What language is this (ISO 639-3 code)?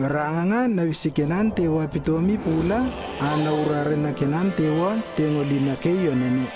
lww